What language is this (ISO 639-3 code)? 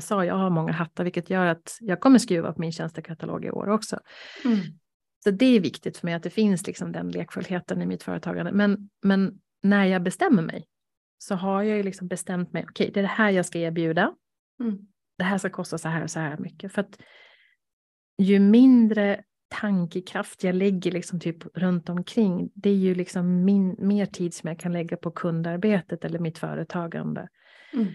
swe